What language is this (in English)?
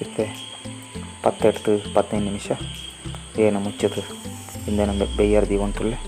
Tulu